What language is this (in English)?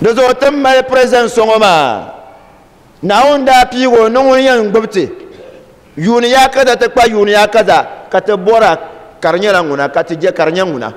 Dagbani